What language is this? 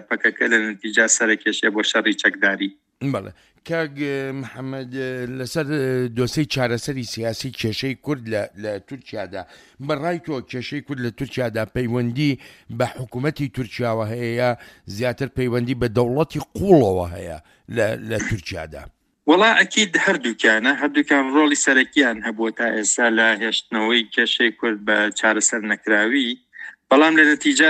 Central Kurdish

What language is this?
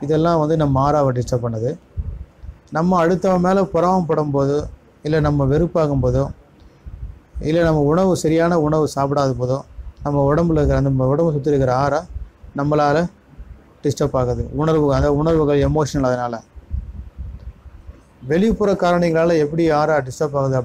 Tamil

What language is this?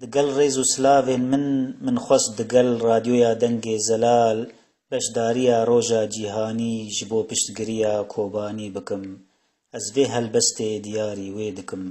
Kurdish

